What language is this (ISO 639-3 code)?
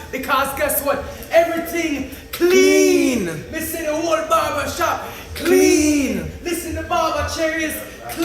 jam